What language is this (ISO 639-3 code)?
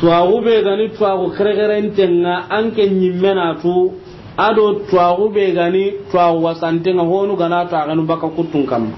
snk